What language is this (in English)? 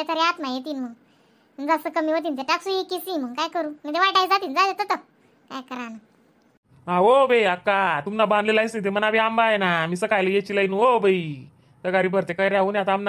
Khandesi